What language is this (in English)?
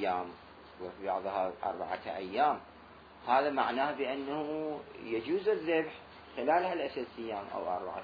Mesopotamian Arabic